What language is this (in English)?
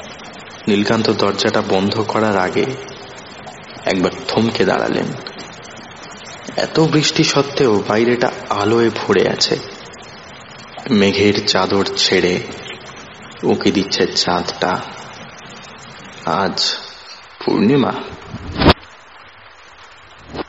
Bangla